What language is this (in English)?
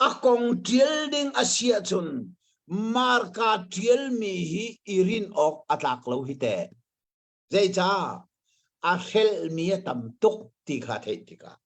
Hakha Chin